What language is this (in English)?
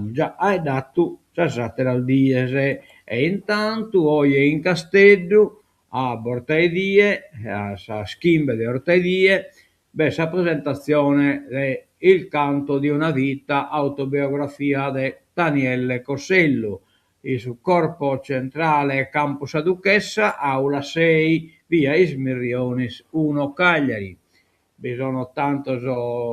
Sardinian